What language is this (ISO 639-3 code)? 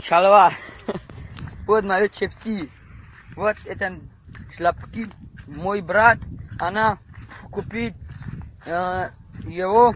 tgk